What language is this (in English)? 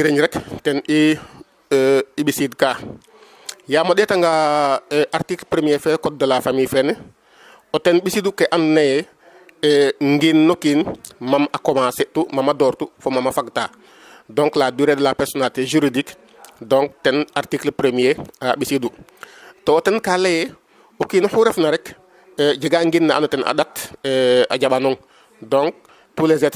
Serer